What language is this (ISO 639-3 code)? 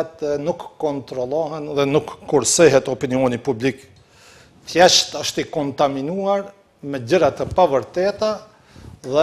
sqi